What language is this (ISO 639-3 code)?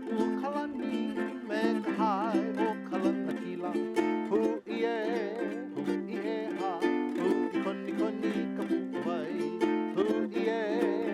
haw